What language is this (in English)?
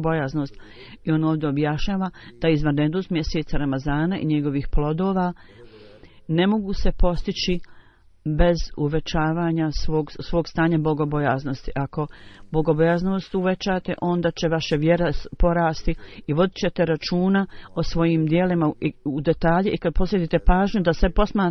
Bosnian